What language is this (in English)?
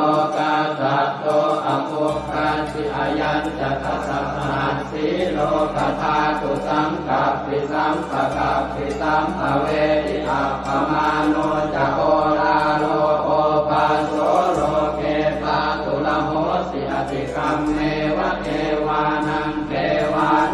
Pali